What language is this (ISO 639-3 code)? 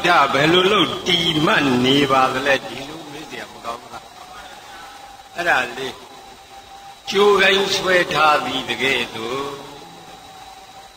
mya